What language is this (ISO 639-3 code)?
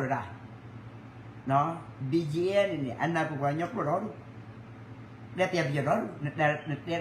ksw